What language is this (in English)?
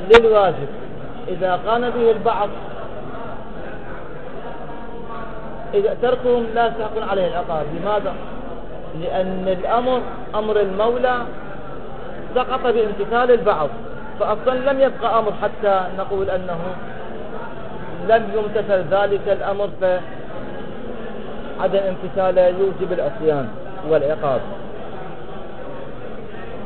Arabic